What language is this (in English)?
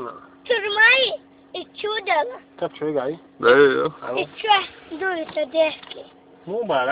Chechen